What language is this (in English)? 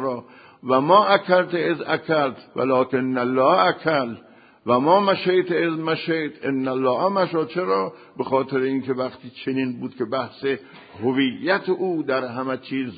Persian